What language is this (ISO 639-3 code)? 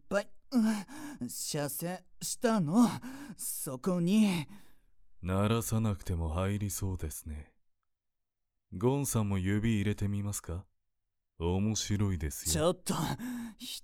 jpn